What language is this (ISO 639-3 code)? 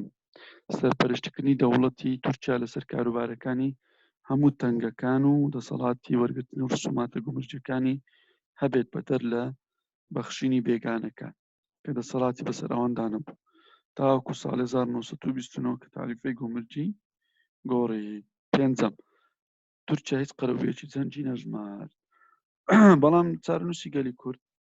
ckb